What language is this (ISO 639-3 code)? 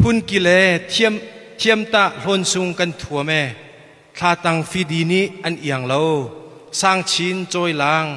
cnh